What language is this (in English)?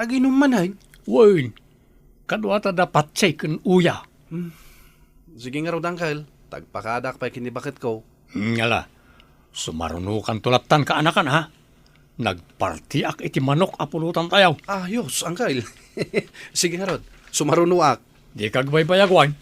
Iloko